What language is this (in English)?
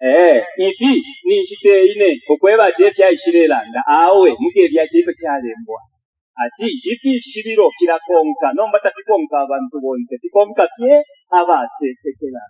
Bemba